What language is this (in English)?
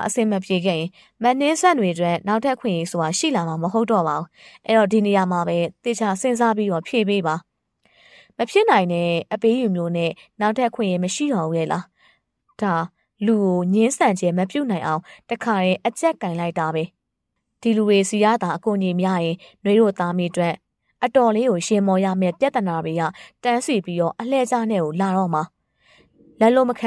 Burmese